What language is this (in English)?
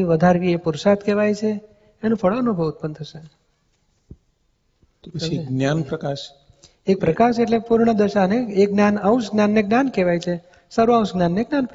Gujarati